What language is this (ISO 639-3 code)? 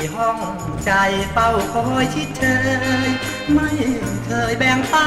tha